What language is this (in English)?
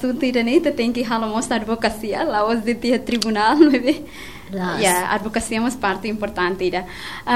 Tetum